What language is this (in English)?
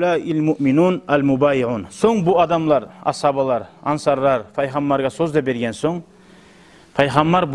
Kumyk